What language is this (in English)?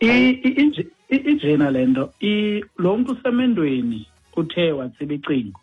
Xhosa